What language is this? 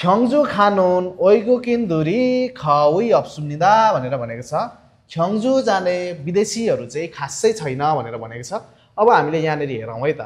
Nepali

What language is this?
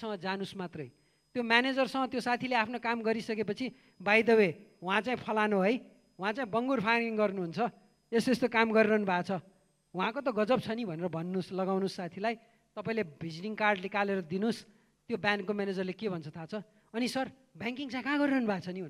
Nepali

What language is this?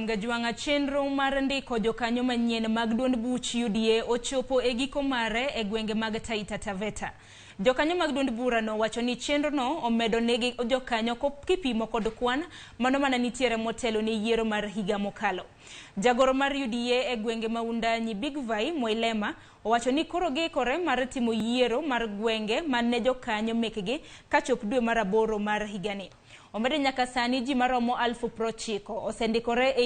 Luo (Kenya and Tanzania)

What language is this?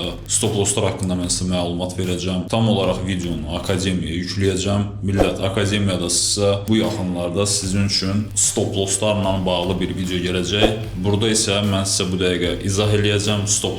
Azerbaijani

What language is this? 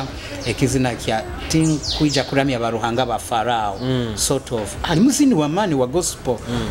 Nyoro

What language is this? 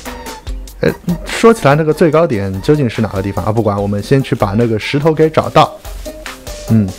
Chinese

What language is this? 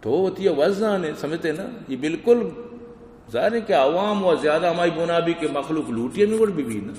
Eastern Balochi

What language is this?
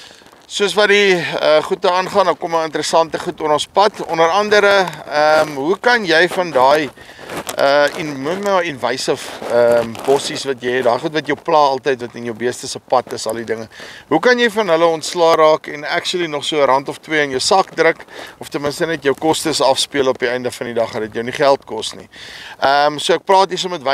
Afrikaans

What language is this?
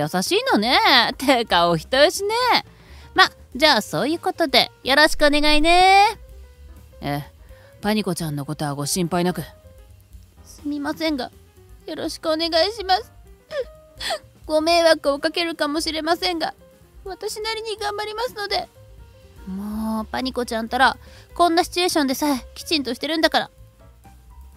Japanese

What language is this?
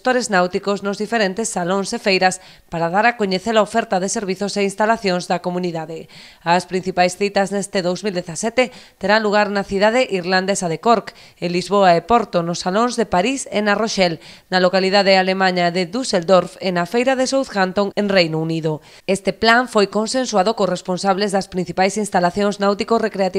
Galician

